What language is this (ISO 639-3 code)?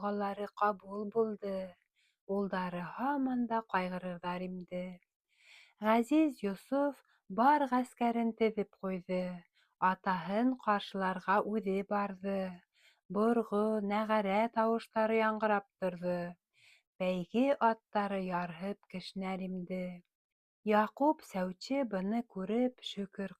bak